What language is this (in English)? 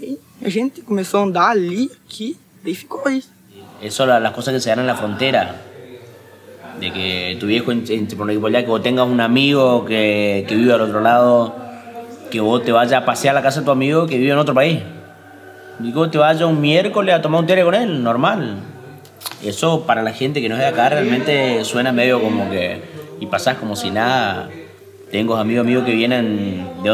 Spanish